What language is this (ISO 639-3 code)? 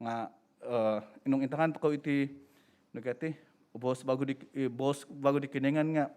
dtp